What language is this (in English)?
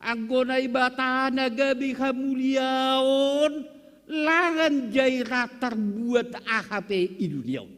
Batak Simalungun